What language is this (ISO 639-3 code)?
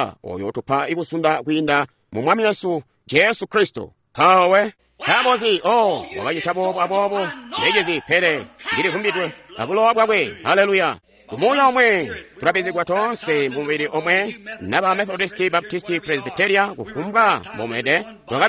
toi